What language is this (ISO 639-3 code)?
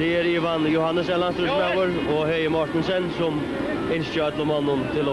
fao